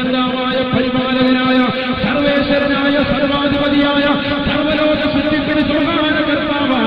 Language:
Malayalam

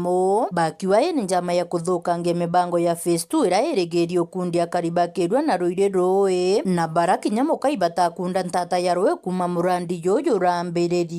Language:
Meru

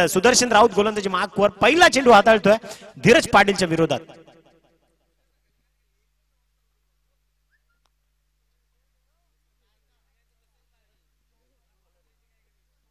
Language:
Marathi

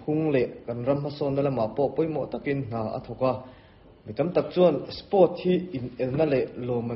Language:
Mizo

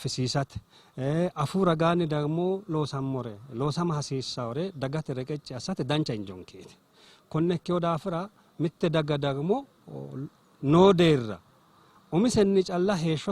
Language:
Sidamo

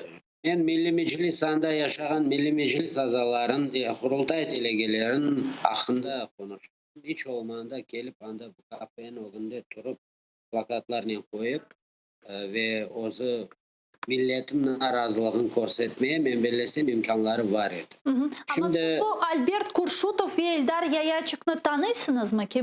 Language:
Crimean Tatar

